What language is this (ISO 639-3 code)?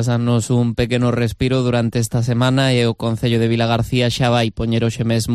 glg